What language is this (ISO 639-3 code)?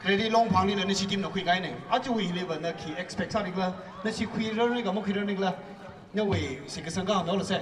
nmf